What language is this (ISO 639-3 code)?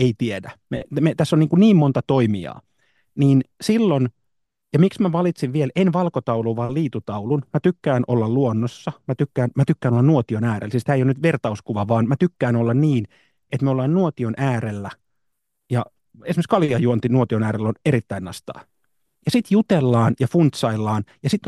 fin